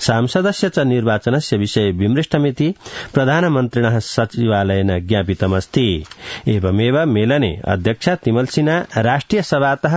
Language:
Sanskrit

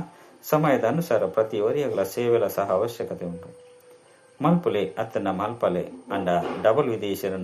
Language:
Tulu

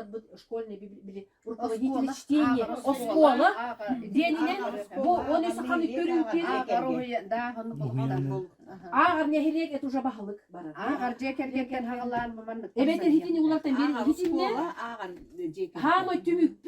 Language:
Yakut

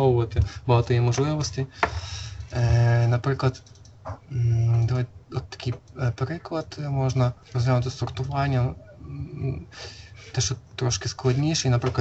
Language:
Ukrainian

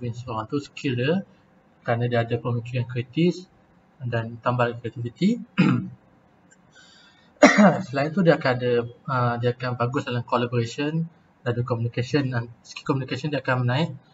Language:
Malay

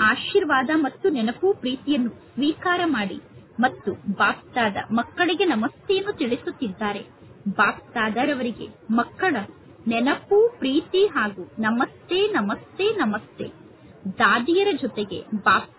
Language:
Kannada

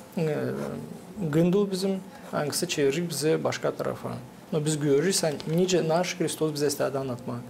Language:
Gagauz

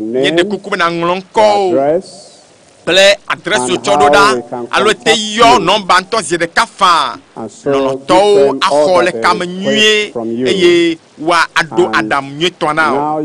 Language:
Ewe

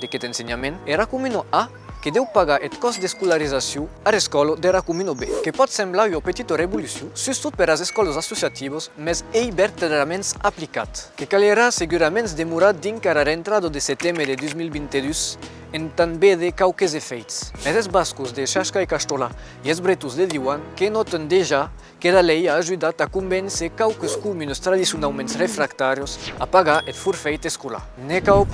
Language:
Occitan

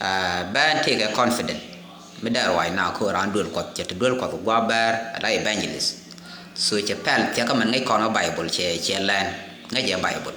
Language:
Nuer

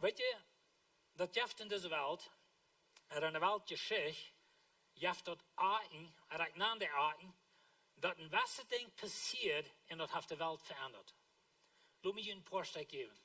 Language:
Plautdietsch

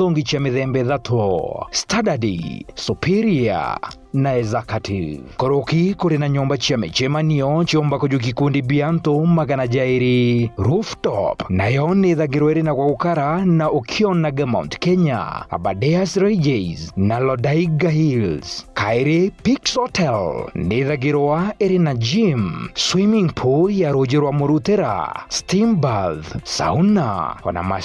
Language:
Meru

